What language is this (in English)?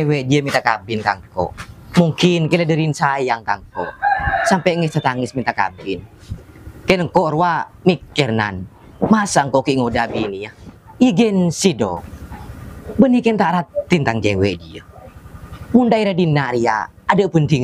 Madurese